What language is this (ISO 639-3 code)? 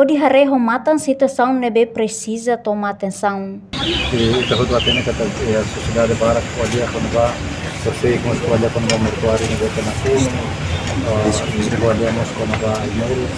tet